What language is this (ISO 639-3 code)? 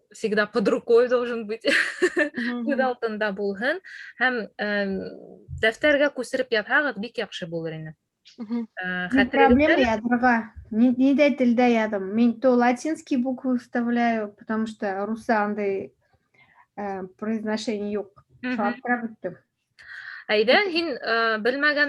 bak